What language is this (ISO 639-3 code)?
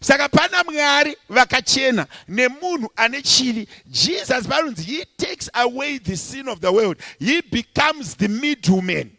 sna